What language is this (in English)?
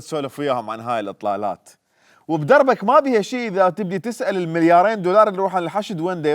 Mesopotamian Arabic